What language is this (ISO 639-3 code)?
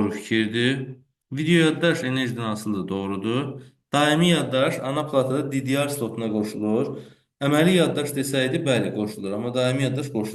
aze